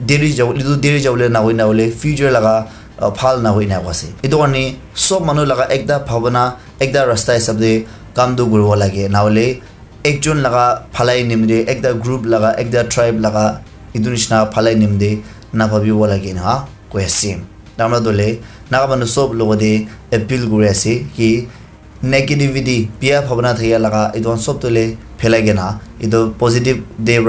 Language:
Naga Pidgin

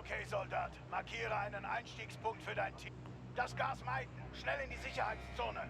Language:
Bavarian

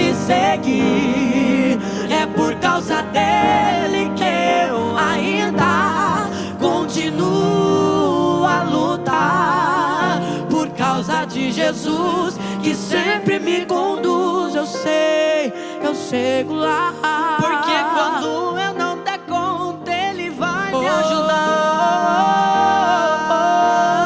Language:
Portuguese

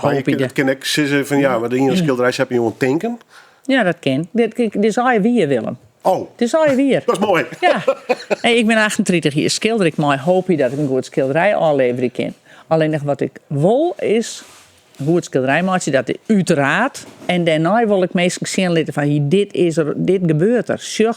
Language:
Western Frisian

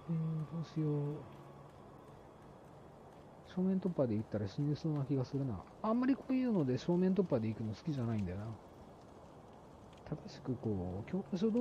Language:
Japanese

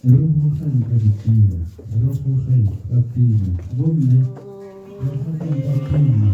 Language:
Tswana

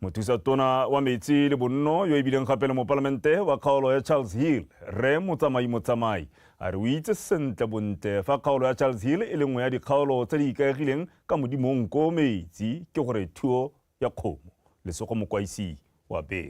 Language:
Tswana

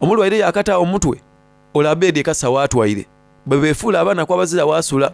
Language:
Soga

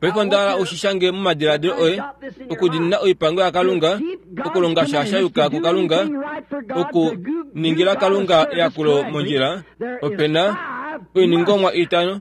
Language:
Kuanyama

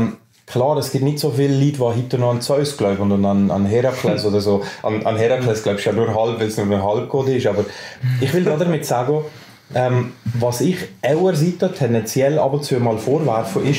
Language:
German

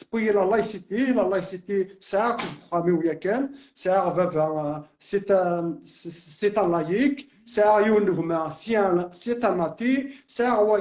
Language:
Kabyle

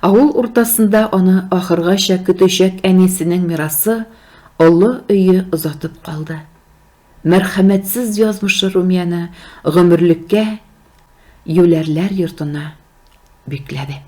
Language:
Tatar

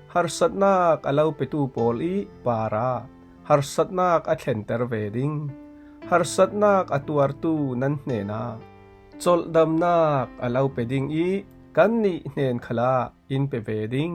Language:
Falam Chin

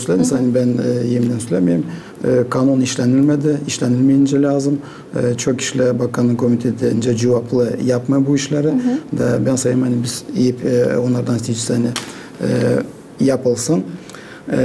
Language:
Gagauz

